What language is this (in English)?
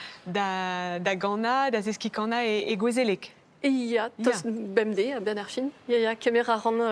Breton